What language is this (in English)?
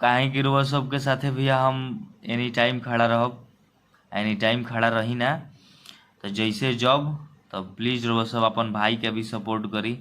Bhojpuri